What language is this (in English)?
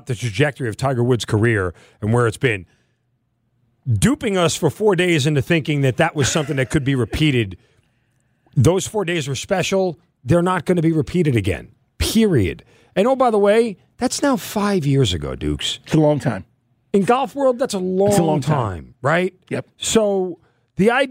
English